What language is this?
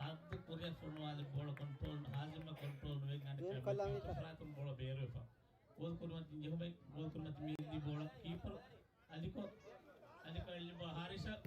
Divehi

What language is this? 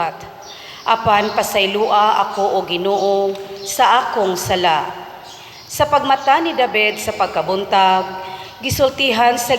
Cebuano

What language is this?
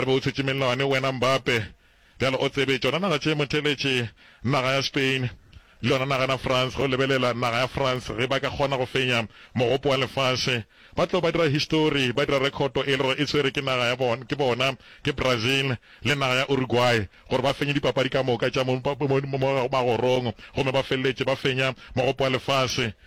Northern Sotho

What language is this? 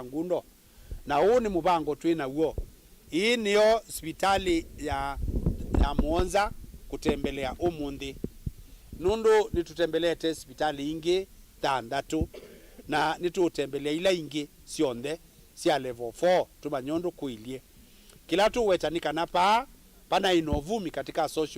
Kamba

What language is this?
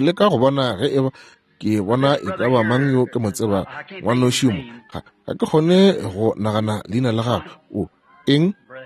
Northern Sotho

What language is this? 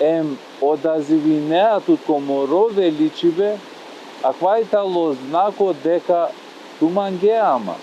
Balkan Romani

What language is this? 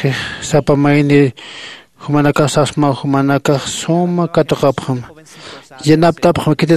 Aymara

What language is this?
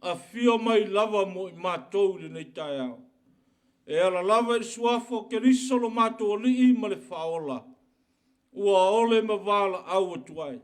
Samoan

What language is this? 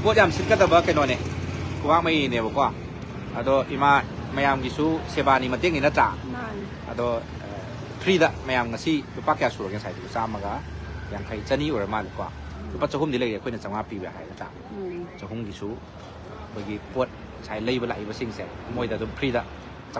Manipuri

